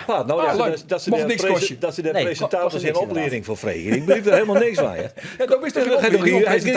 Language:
Western Frisian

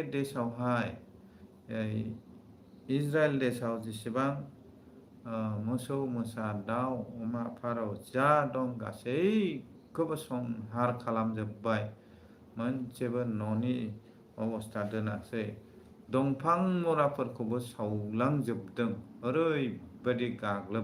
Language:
Bodo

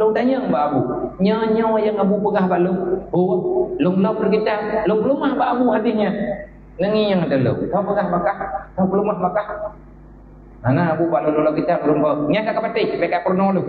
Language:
Achinese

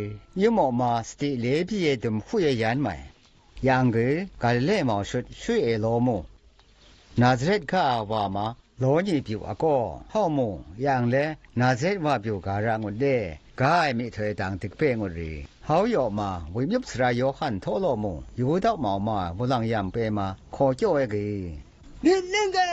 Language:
Zaiwa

